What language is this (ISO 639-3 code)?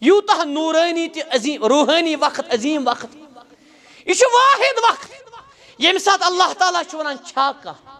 kas